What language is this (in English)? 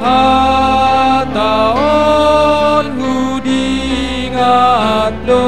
Batak Simalungun